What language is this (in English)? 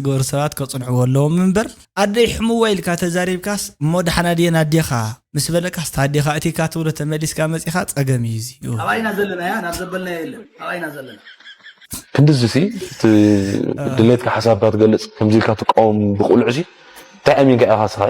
Tigrinya